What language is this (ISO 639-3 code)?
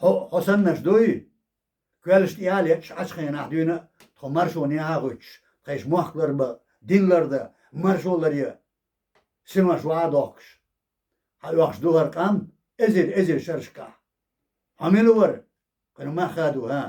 che